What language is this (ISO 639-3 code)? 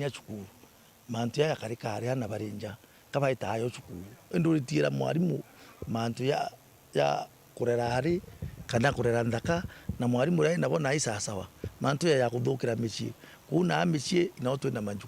mer